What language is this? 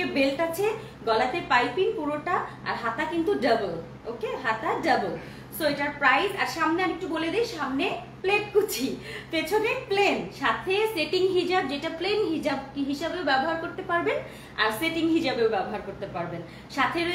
Bangla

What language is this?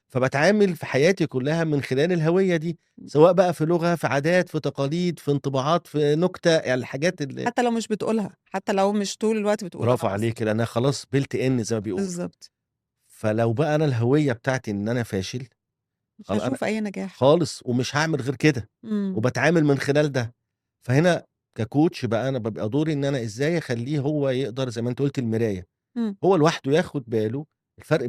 Egyptian Arabic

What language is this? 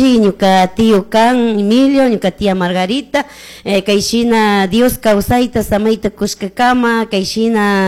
Chimborazo Highland Quichua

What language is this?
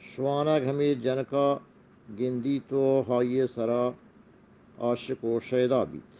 Eastern Balochi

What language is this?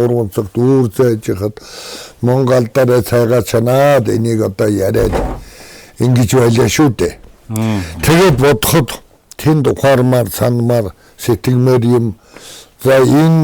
Mongolian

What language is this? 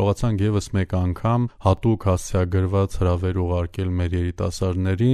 Armenian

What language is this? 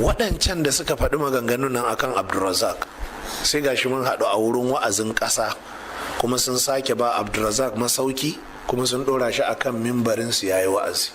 Hausa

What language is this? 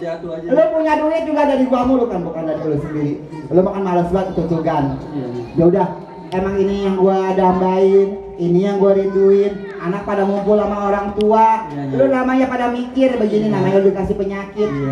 Betawi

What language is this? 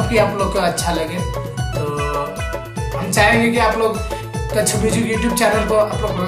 Sadri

